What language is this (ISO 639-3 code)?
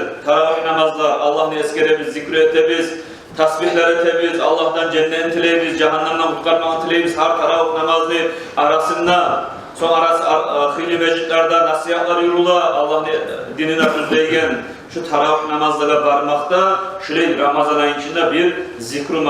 kum